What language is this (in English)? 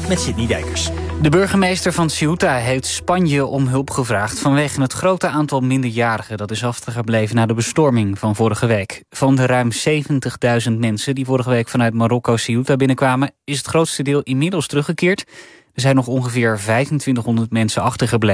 Dutch